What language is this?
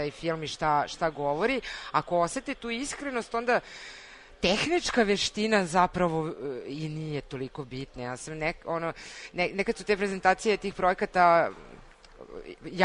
Serbian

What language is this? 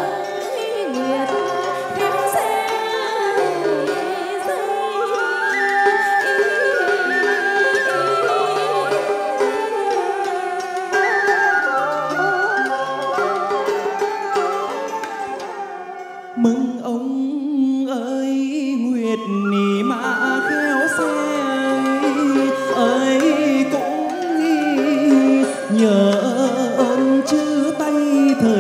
Vietnamese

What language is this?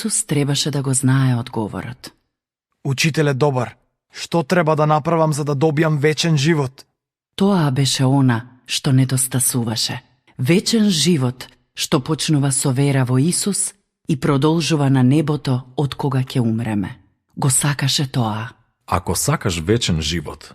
Macedonian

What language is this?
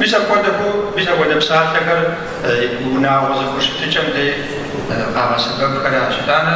Kabardian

